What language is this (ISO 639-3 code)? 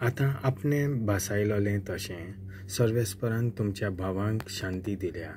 kok